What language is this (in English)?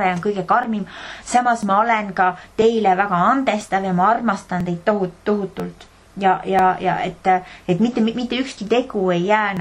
Estonian